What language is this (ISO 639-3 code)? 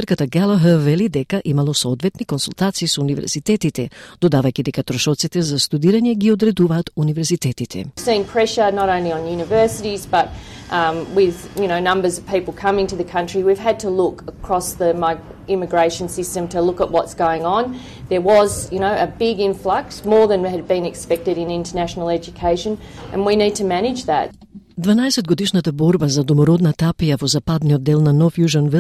mkd